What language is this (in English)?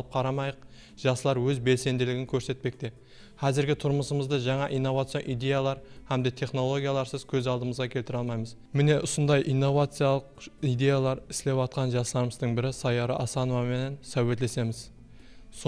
Kara-Kalpak